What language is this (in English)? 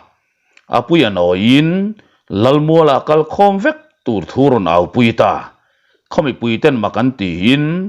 Mizo